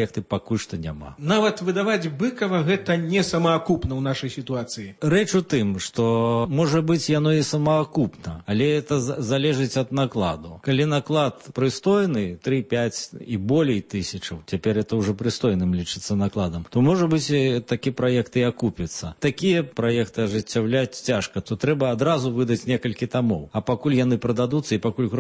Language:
Belarusian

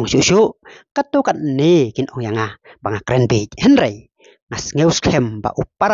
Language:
Khasi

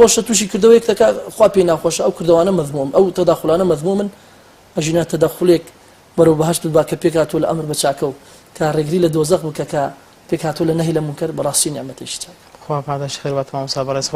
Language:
Central Kurdish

